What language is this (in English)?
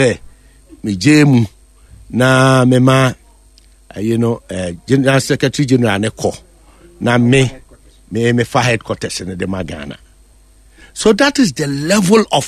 Akan